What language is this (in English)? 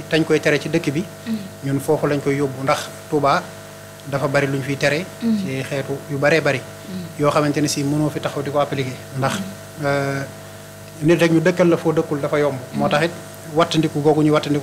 Wolof